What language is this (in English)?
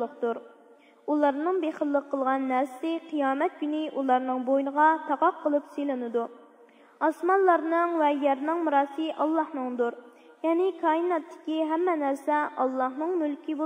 Uyghur